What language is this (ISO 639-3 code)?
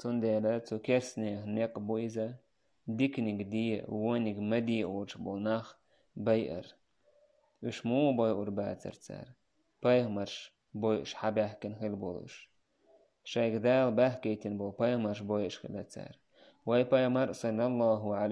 che